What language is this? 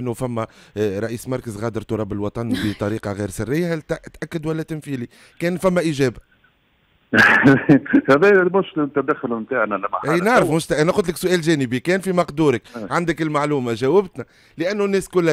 Tunisian Arabic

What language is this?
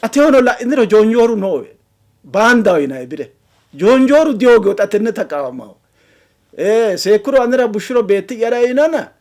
Sidamo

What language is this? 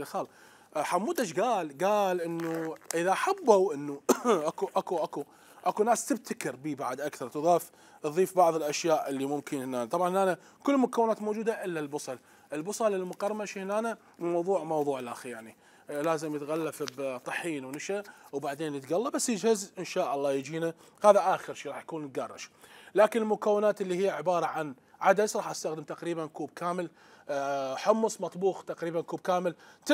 Mesopotamian Arabic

